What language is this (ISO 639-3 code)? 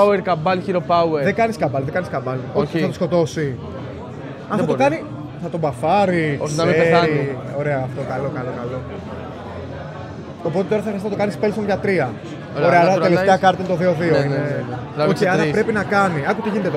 ell